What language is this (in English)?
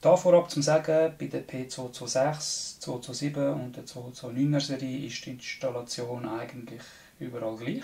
Swiss German